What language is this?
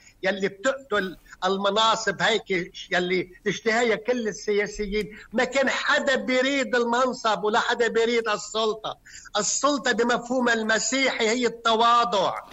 North Levantine Arabic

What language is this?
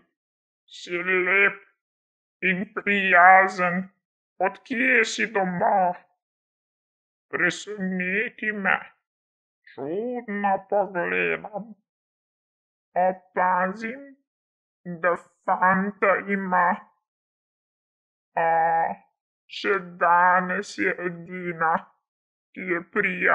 Slovenian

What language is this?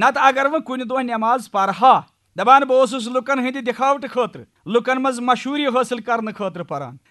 Kashmiri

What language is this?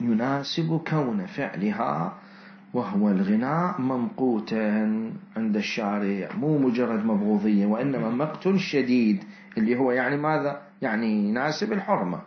Mesopotamian Arabic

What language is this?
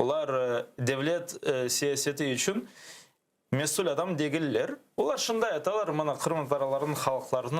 Crimean Tatar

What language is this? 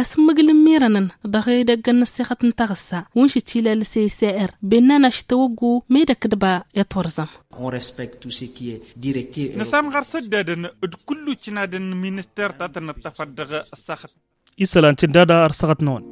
Tamasheq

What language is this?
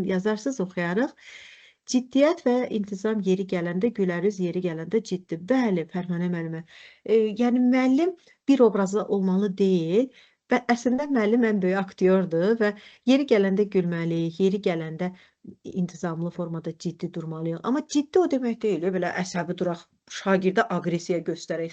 Azerbaijani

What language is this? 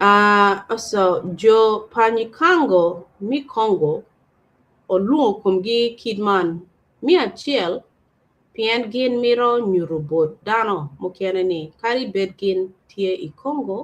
Acoli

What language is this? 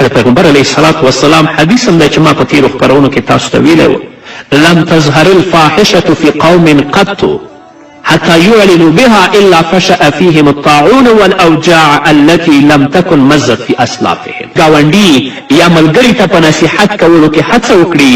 Pashto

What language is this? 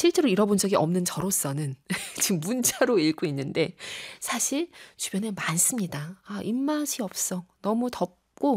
Korean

